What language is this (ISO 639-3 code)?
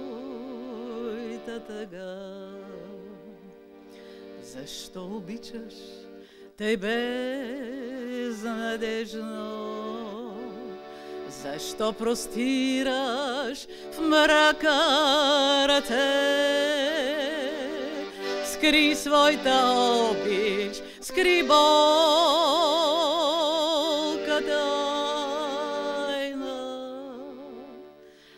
bul